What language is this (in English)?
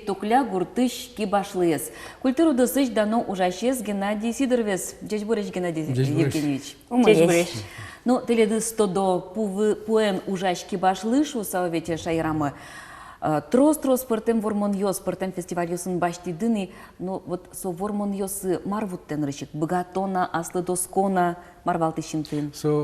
Udmurt